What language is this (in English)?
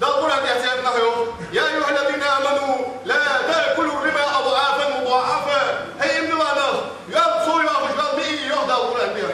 Ingush